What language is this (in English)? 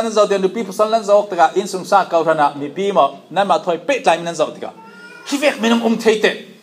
Falam Chin